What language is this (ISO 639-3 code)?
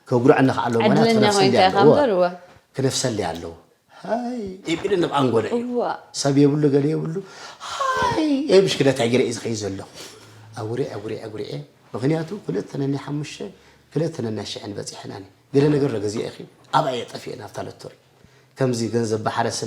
tir